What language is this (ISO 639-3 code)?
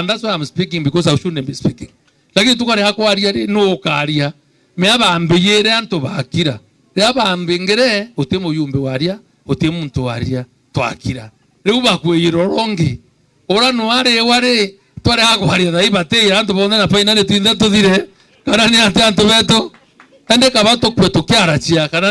mer